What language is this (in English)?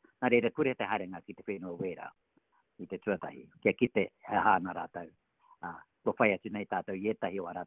Māori